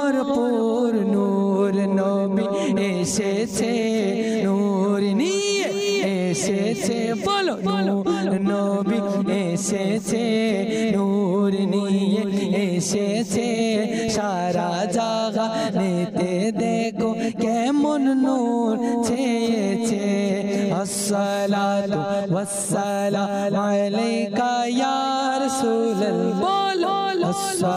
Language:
Bangla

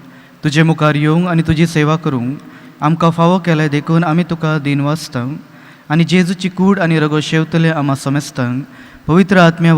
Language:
Konkani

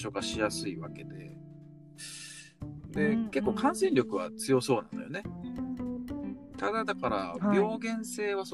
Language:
Japanese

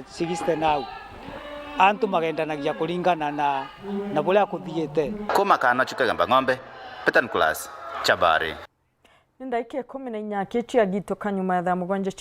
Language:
Meru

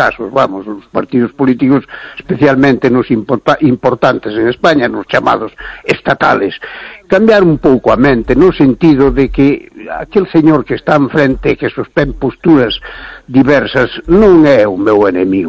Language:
Galician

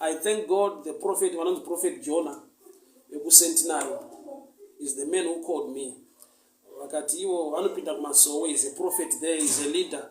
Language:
Shona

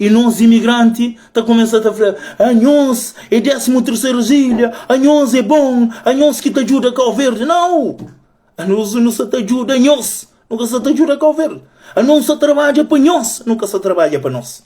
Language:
Kabuverdianu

